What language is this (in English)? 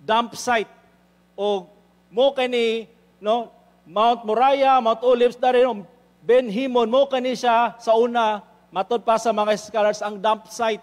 Cebuano